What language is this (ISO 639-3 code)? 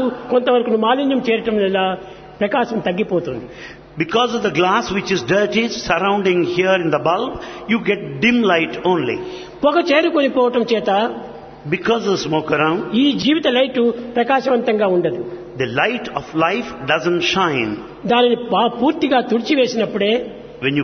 tel